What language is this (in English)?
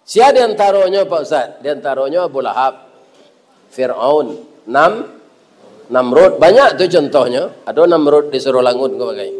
Minangkabau